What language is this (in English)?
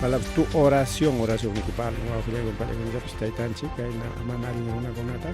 Ayacucho Quechua